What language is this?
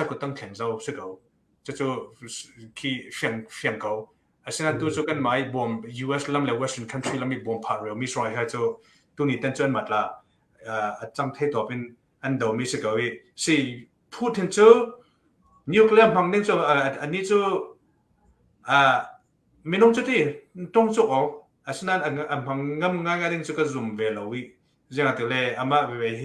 Hakha Chin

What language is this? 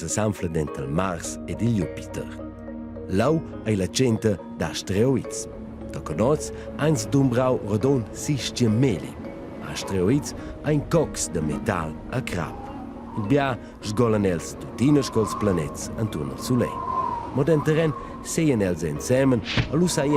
Romansh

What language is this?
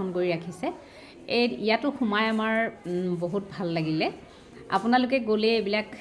Assamese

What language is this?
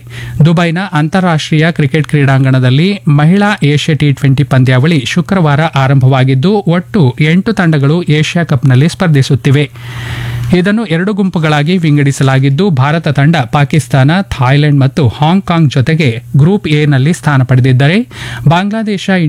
Kannada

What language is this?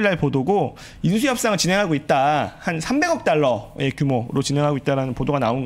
Korean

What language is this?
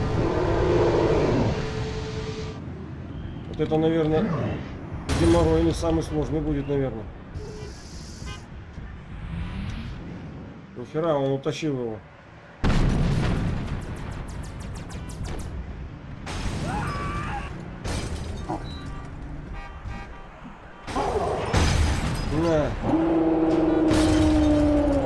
Russian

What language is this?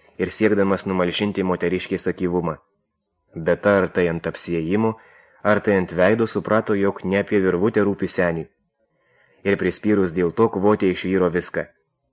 Lithuanian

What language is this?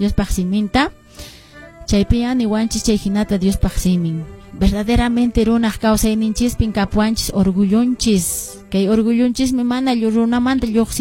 Quechua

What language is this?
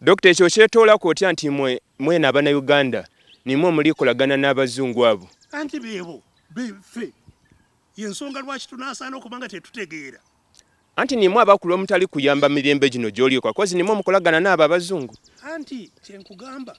Ganda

